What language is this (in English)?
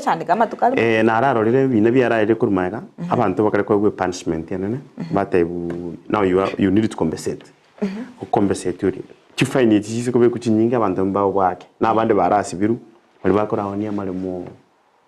Gusii